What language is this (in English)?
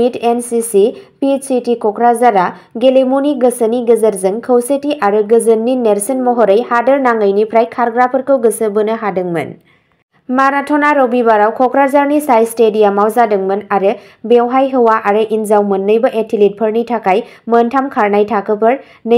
Bodo